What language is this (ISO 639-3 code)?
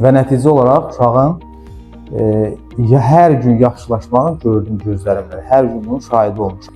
aze